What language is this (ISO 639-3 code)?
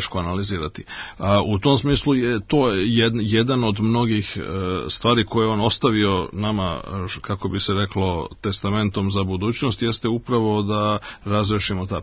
srp